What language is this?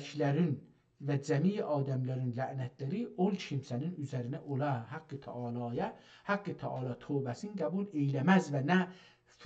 South Azerbaijani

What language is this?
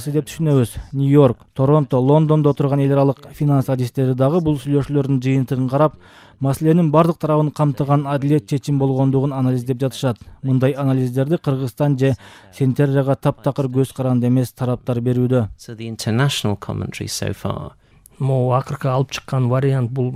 Kyrgyz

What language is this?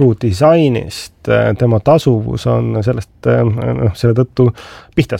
Estonian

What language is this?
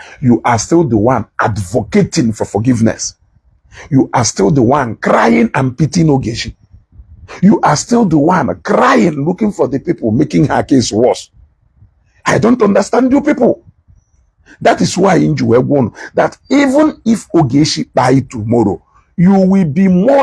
Igbo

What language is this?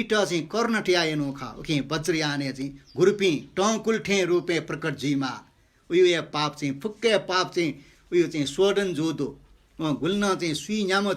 Newari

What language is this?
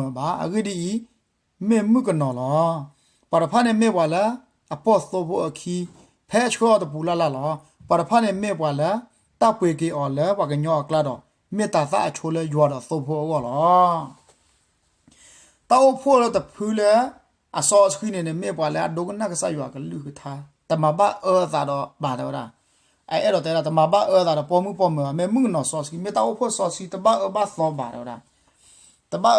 S'gaw Karen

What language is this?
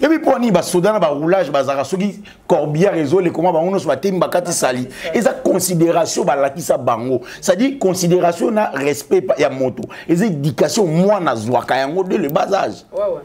Lingala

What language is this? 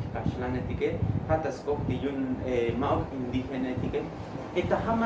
Tzotzil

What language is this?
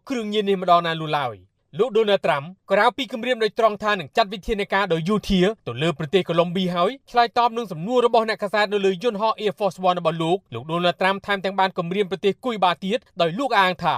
Khmer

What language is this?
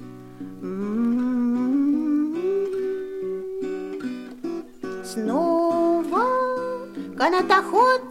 Russian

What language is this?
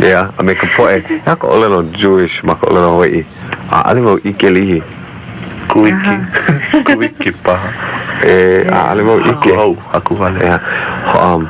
Hawaiian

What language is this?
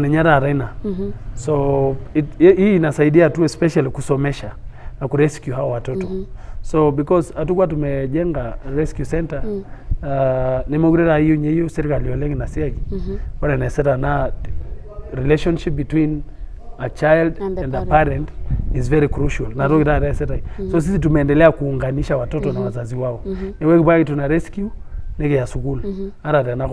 Masai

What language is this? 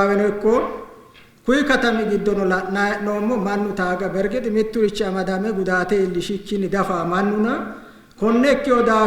Sidamo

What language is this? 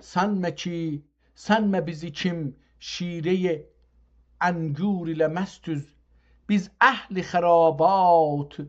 South Azerbaijani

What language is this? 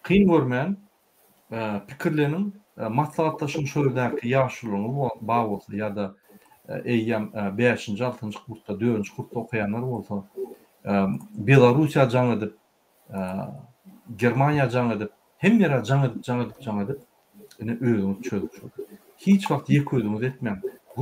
Turkmen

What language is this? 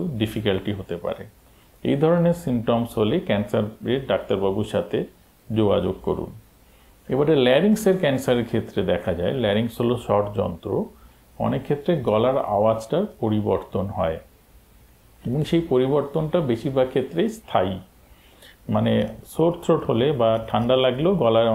Bangla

